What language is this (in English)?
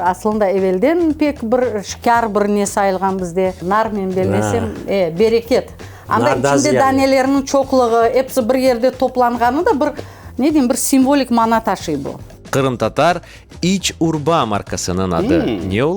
Crimean Tatar